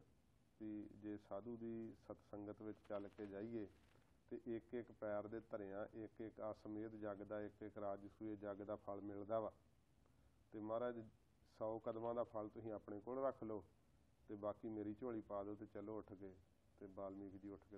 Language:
Punjabi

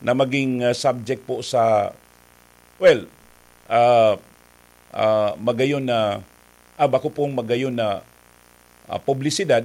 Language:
Bikol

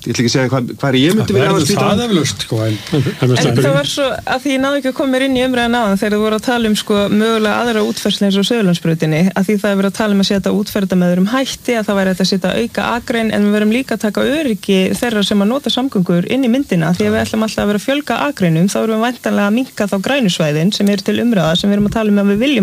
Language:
Icelandic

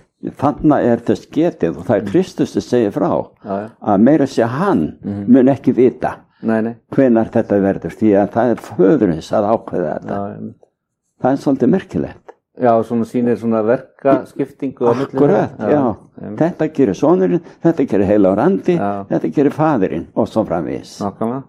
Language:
Icelandic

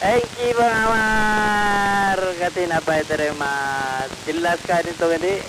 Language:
Madurese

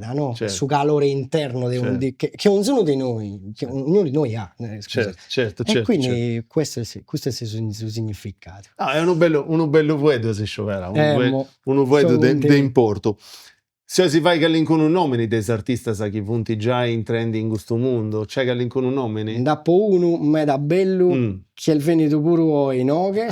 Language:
Sardinian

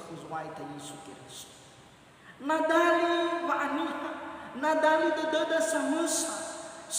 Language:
Nias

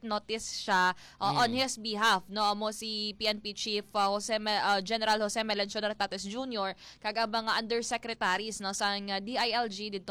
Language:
Hiligaynon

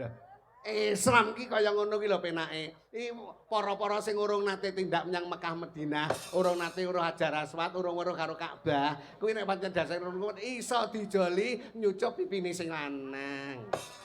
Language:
Javanese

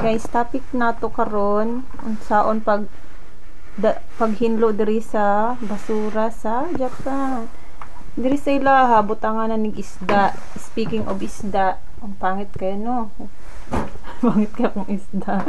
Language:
Cebuano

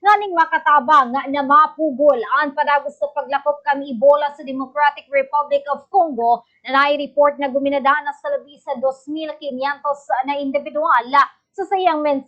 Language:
Bikol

